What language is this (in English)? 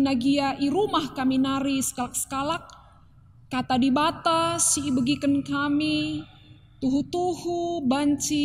Batak Karo